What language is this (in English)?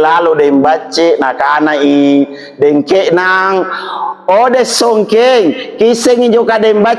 Makasar